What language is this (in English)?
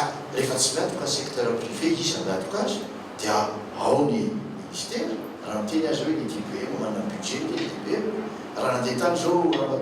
Malagasy